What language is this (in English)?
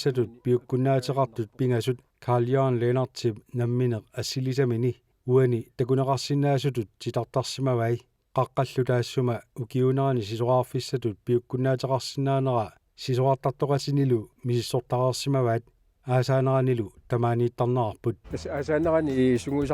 Kalaallisut